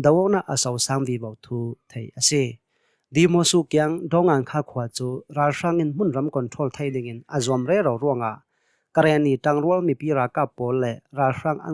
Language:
Hakha Chin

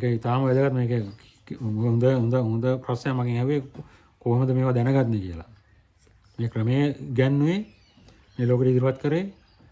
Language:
Sinhala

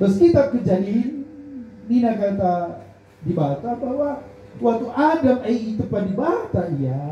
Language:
Batak Karo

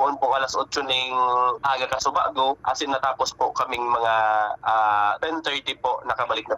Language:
Bikol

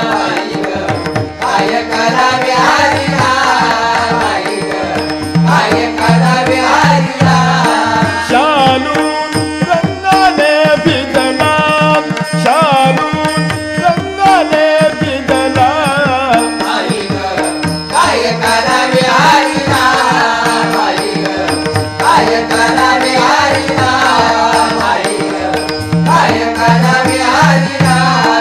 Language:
Marathi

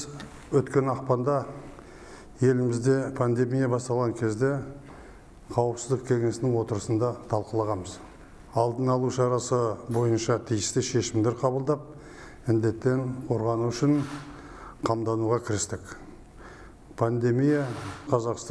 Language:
Kazakh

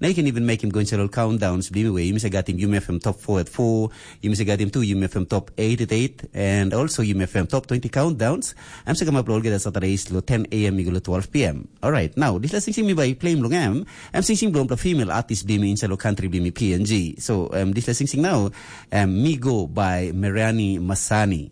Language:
Tok Pisin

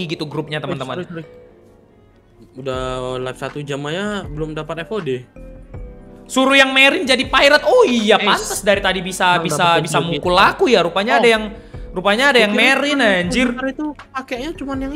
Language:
Indonesian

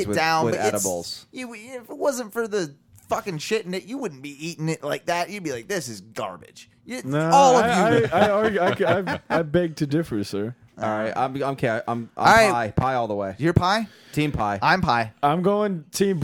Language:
English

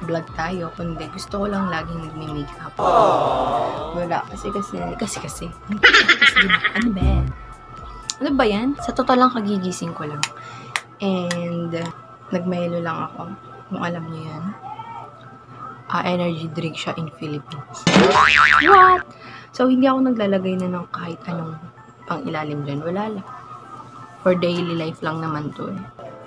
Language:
Filipino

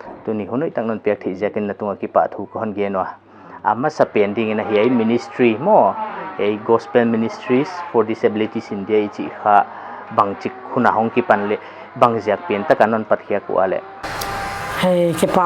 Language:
Paite Chin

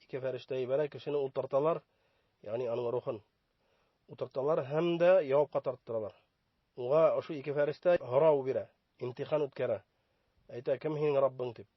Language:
Bashkir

